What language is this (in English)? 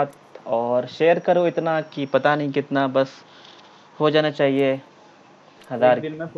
Hindi